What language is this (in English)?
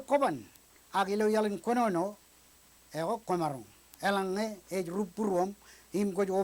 Marshallese